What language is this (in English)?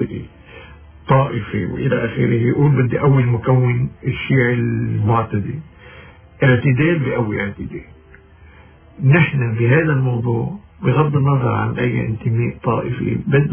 North Levantine Arabic